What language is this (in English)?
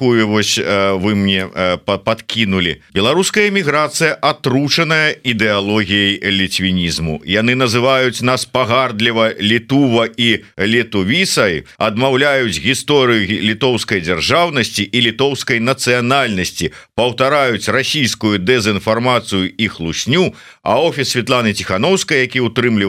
Belarusian